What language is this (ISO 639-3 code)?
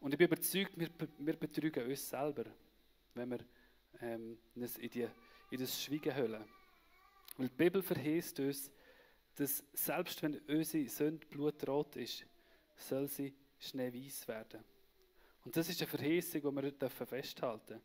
gsw